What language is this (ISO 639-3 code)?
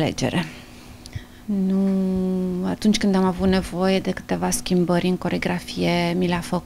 ron